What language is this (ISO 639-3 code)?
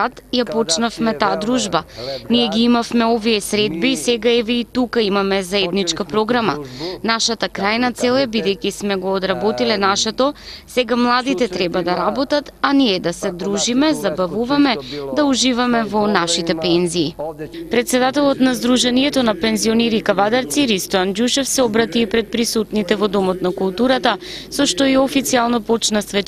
mkd